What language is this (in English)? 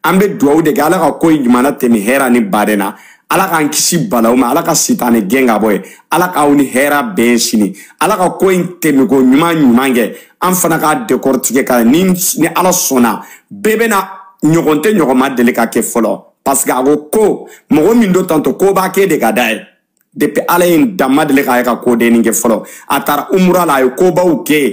Bambara